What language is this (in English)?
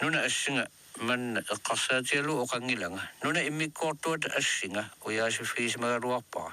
Kalaallisut